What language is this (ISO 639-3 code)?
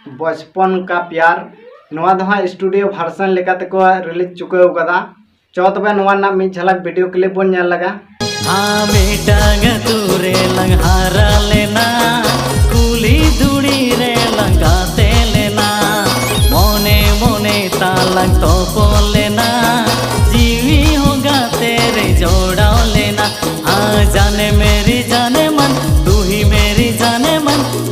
sat